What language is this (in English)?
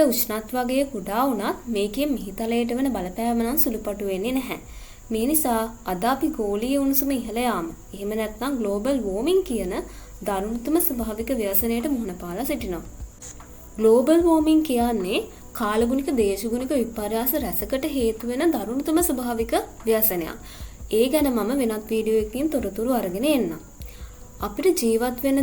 Sinhala